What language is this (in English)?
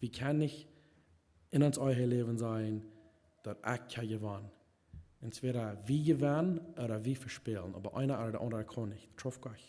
Plautdietsch